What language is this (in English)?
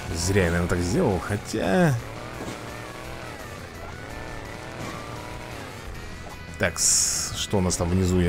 Russian